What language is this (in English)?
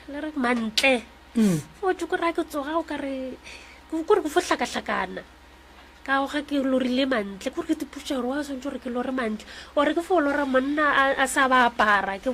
Northern Sotho